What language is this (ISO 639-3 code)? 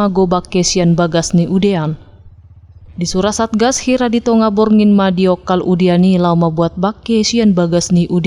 bbc